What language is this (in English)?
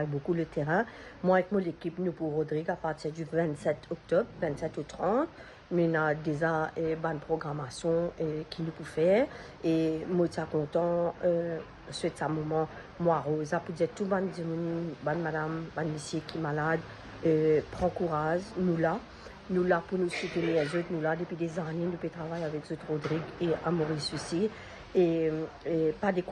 Morisyen